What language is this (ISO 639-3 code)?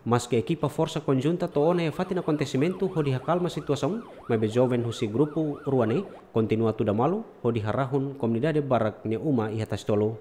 tet